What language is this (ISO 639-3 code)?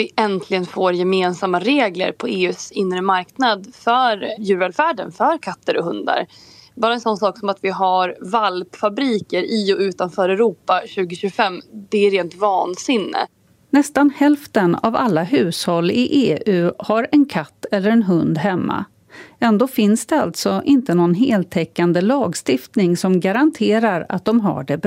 swe